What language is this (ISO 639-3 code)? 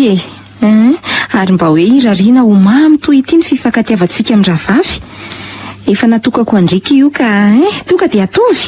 mlg